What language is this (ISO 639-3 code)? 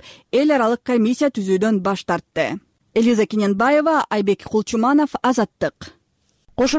kir